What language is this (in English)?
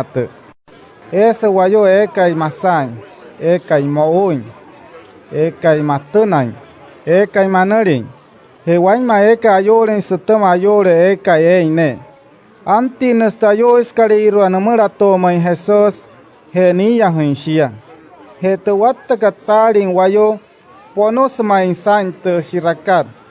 Wayuu